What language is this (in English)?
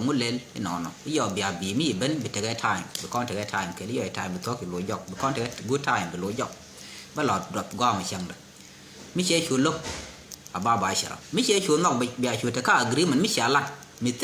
Nuer